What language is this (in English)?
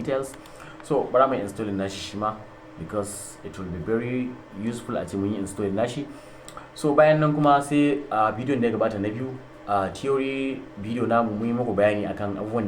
Hausa